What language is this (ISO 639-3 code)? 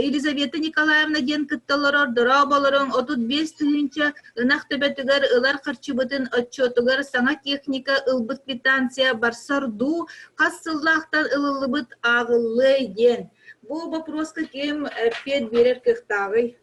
sah